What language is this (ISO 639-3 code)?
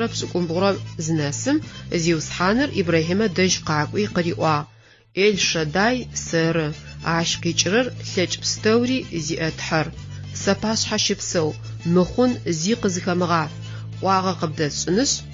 ady